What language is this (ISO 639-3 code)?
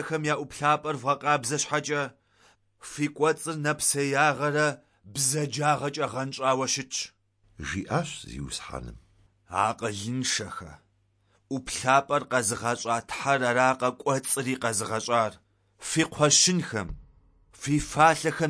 kbd